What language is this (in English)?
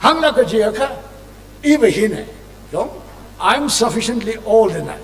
Tangkhul Naga (India)